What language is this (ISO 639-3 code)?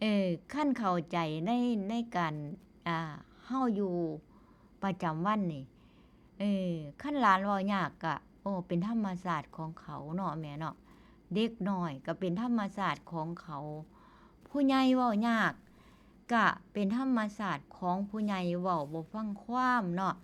tts